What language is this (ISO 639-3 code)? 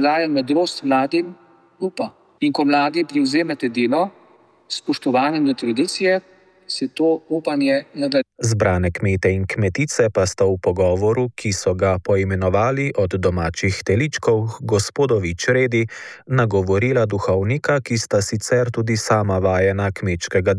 slv